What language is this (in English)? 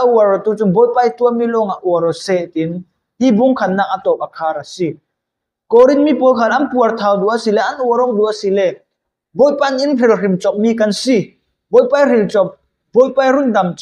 Falam Chin